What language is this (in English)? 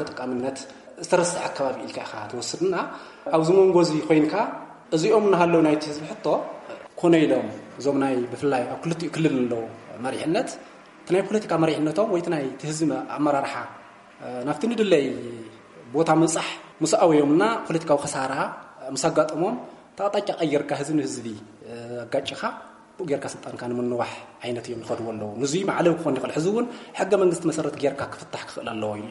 Tigrinya